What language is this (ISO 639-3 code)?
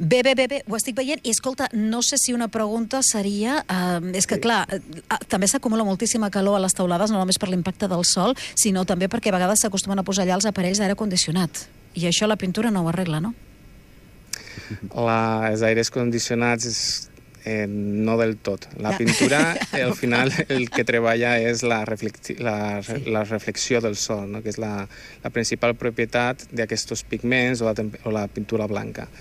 cat